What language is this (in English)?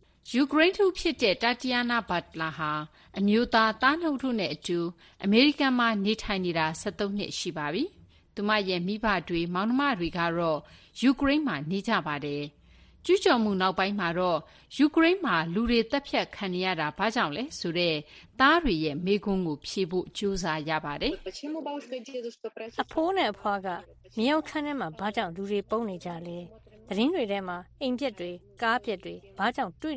Burmese